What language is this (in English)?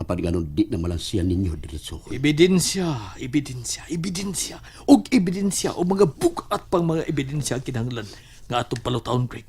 Cebuano